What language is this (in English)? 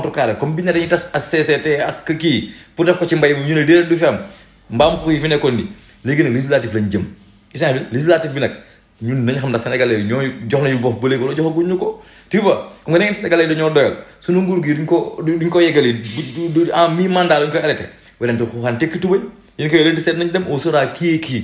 Wolof